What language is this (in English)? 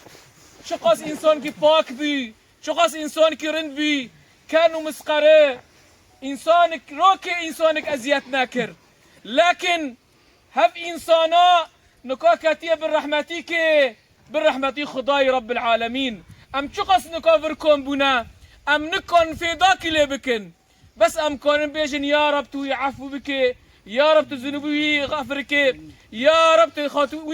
Kurdish